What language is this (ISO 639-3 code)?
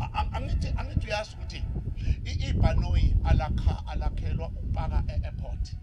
zul